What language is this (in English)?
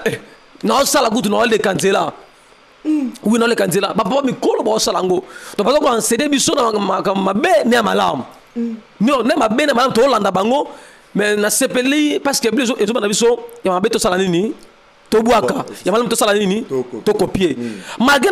Lingala